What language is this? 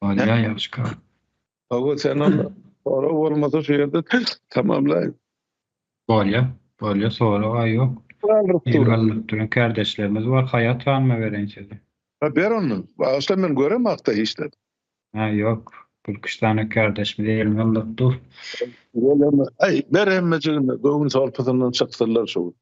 Turkmen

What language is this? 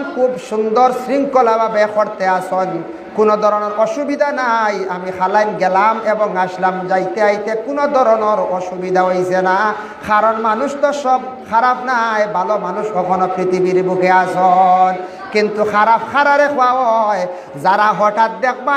Sylheti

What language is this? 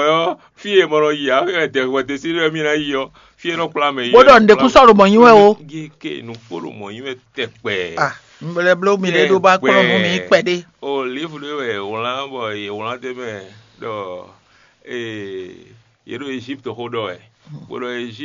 Fon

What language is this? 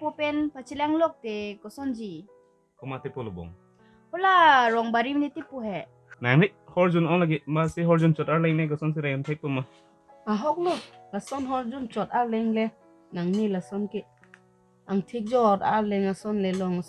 Karbi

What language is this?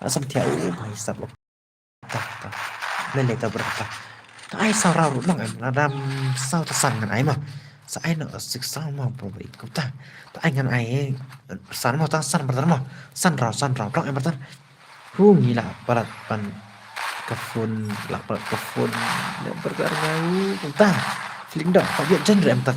Khasi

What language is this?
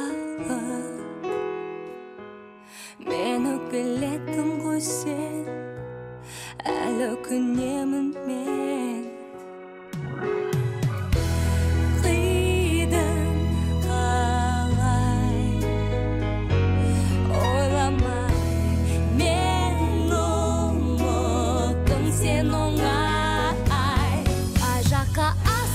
Kazakh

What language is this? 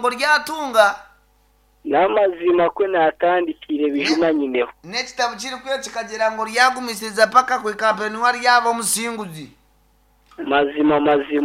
Nyankole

